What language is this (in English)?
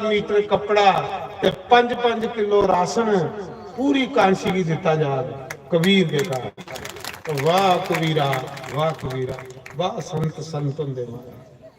Dogri